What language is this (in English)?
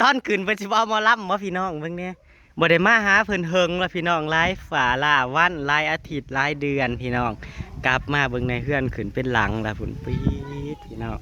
Northeastern Thai